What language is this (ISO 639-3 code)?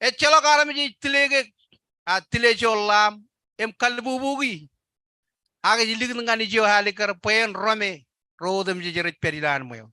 mah